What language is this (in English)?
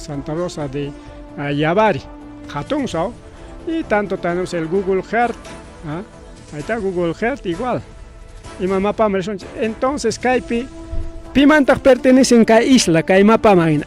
Ayacucho Quechua